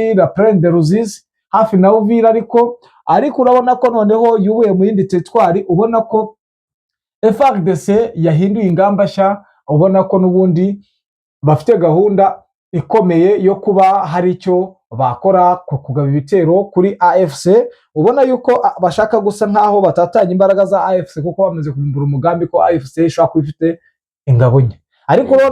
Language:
Kinyarwanda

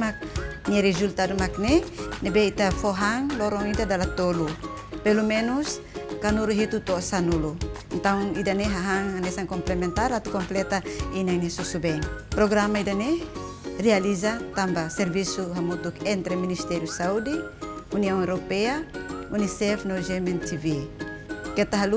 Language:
Tetum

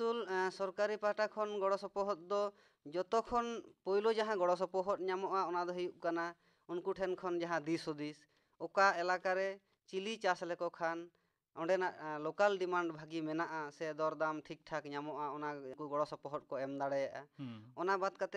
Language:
Santali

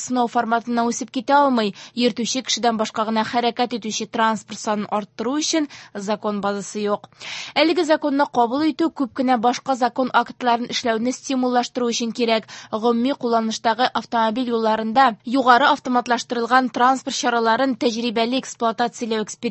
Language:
Tatar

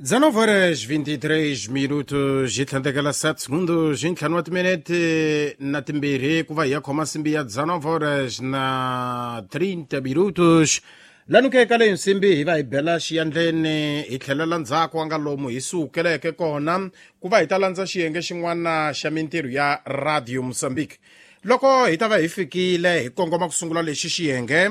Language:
Tsonga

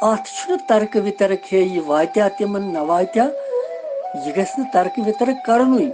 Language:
Kashmiri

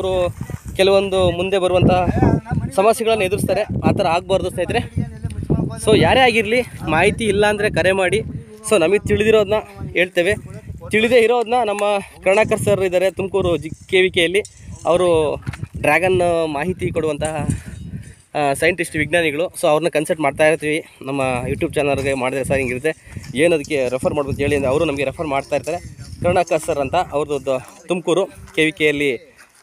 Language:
Kannada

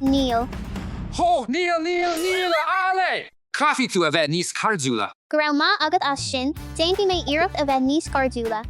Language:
Irish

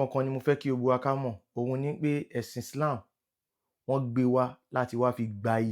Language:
Yoruba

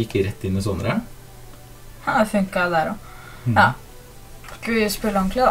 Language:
Norwegian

